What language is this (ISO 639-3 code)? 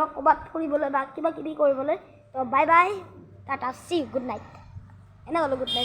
asm